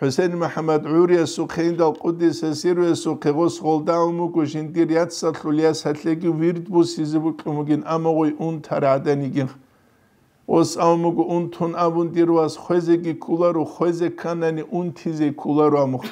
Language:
Avaric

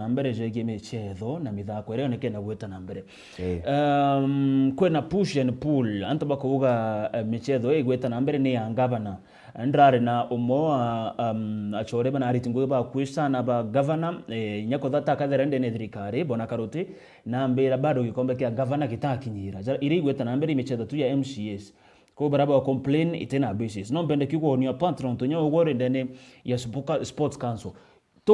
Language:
Meru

